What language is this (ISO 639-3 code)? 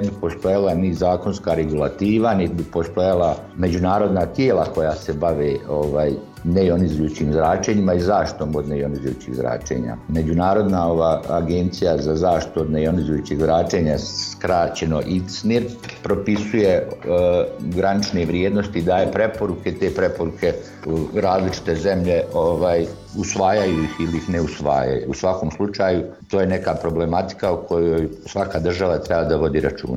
bos